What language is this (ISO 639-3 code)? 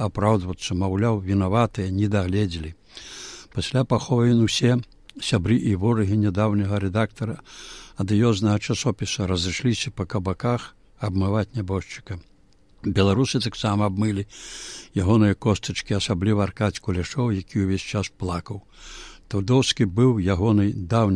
bel